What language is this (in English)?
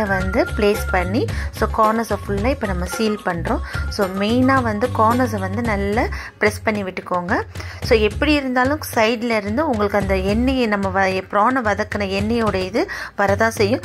Tamil